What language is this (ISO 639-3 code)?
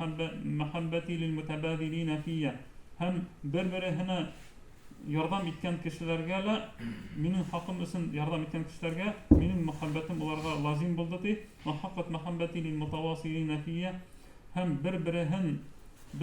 bak